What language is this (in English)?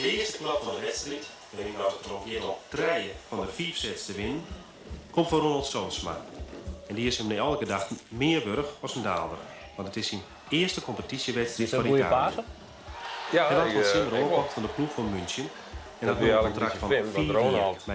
Western Frisian